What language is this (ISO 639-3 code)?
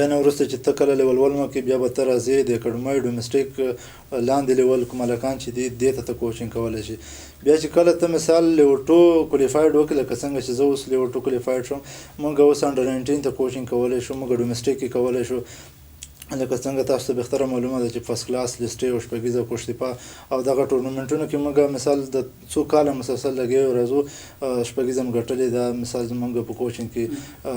pus